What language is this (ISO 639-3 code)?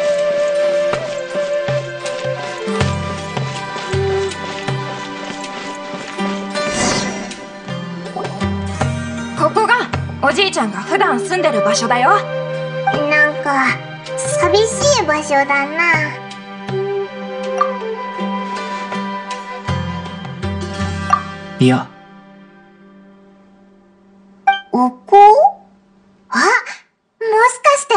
jpn